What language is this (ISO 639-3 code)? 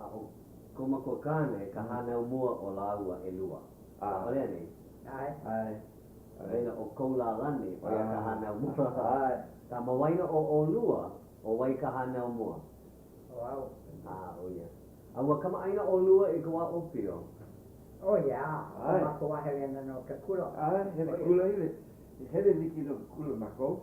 haw